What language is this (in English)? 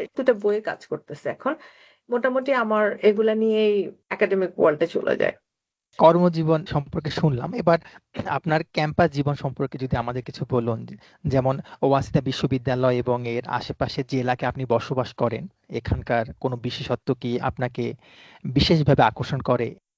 Bangla